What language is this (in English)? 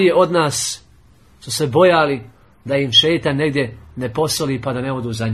Bosnian